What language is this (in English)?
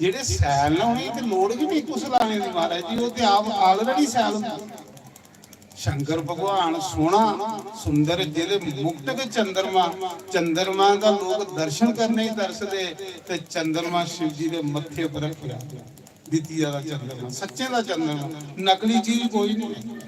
Dogri